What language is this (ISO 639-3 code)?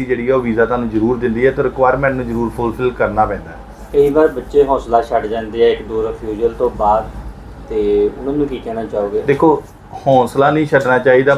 pan